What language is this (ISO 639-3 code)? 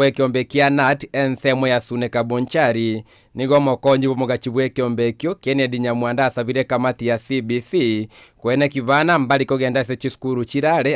guz